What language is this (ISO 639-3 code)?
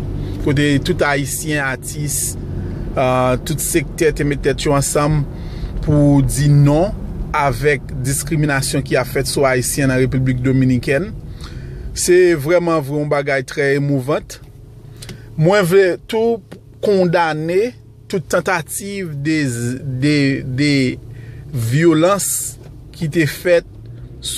hat